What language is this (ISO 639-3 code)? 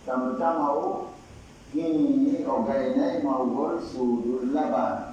fuf